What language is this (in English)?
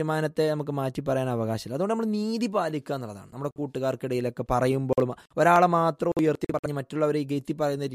Malayalam